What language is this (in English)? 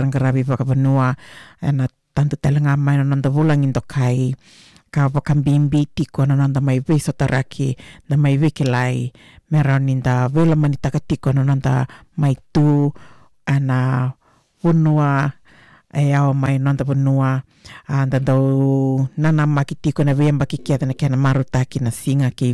Fijian